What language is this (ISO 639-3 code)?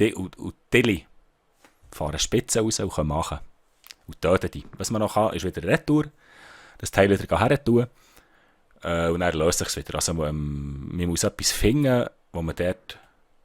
gsw